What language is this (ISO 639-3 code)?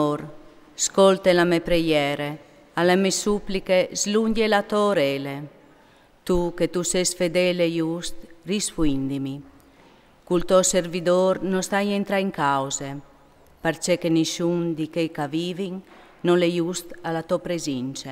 fur